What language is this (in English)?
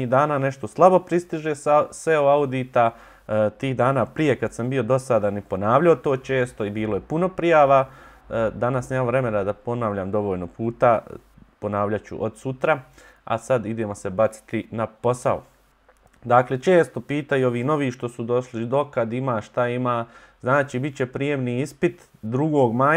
Bosnian